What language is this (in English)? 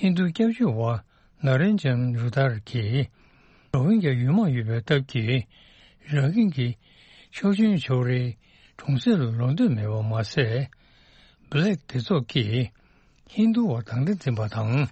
Tibetan